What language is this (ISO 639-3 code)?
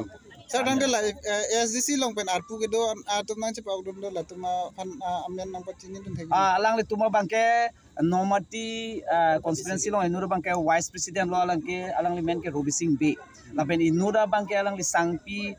mjw